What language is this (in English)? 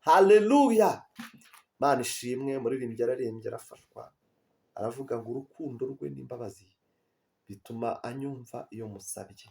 Kinyarwanda